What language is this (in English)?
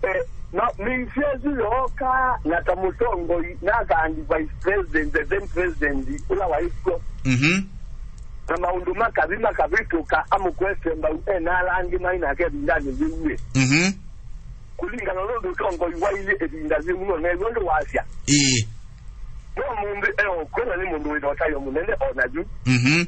Kamba